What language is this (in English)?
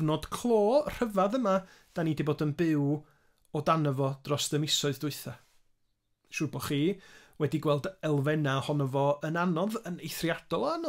Welsh